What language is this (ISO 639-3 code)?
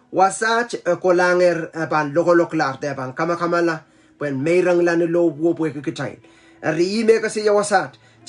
pon